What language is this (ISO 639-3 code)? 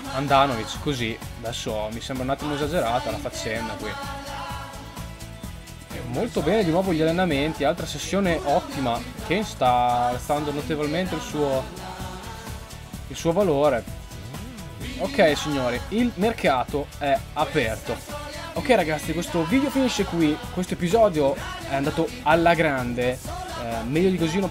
ita